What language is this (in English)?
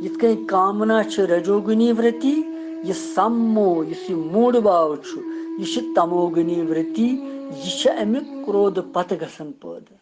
Kashmiri